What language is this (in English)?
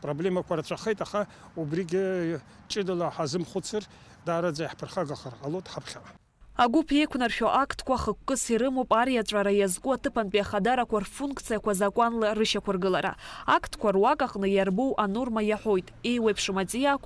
Abkhazian